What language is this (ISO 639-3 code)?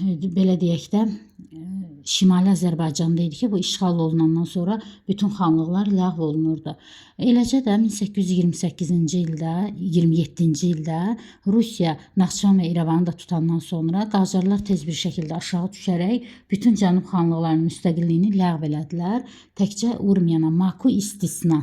aze